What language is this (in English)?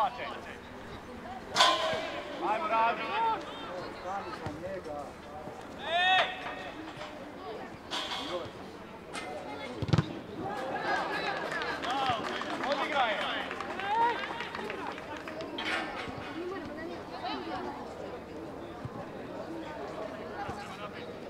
Croatian